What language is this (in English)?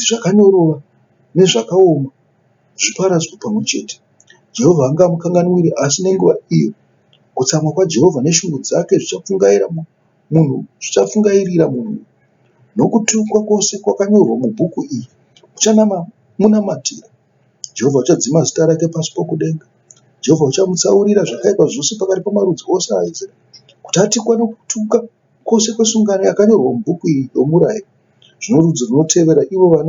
Shona